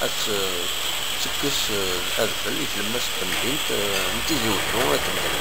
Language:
Kabyle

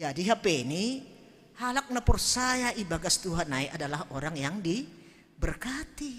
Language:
Batak Simalungun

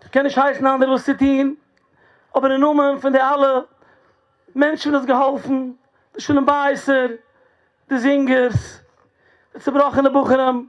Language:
Yiddish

